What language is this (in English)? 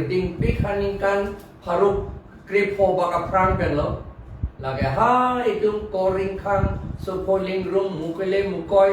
Karbi